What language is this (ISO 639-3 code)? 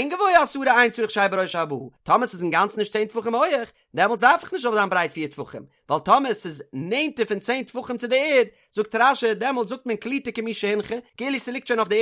yid